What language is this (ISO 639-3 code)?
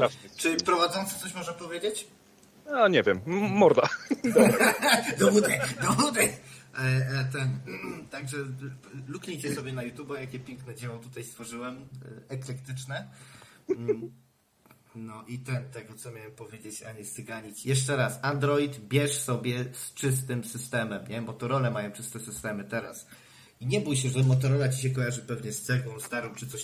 pol